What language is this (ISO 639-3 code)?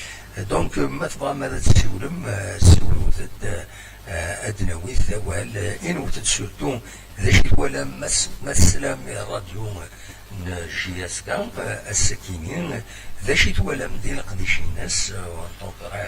kab